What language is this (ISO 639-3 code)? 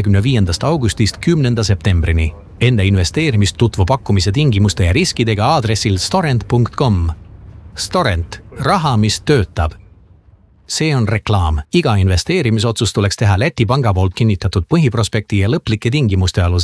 est